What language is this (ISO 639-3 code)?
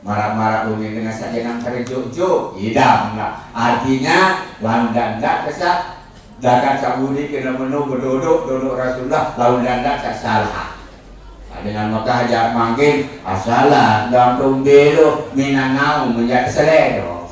sas